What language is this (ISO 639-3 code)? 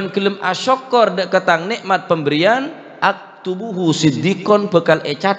mad